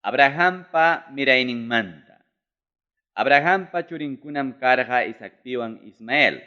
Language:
Ayacucho Quechua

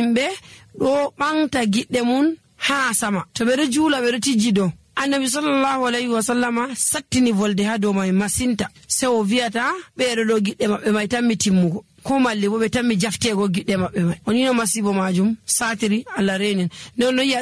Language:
Nigerian Fulfulde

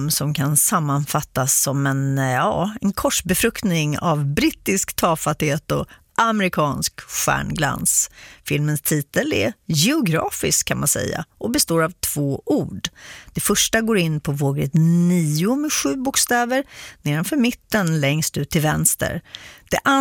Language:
Swedish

